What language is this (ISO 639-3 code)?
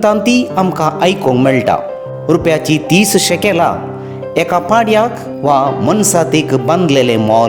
kok